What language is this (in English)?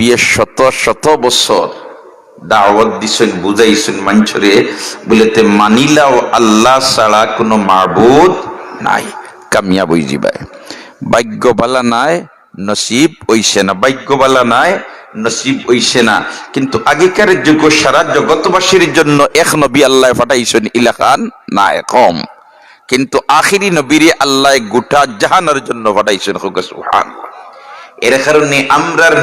Sylheti